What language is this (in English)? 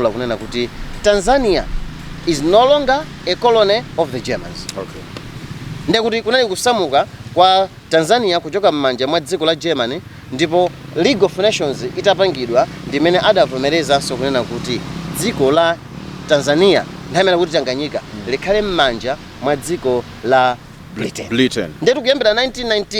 Nyanja